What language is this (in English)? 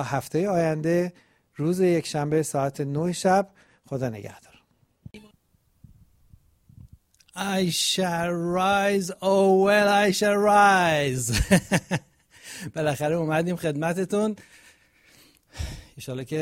Persian